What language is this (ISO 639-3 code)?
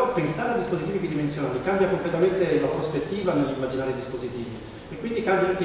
ita